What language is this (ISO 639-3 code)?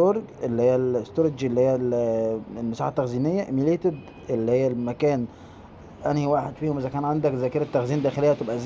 arz